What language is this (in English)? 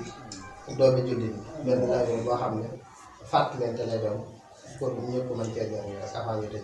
Wolof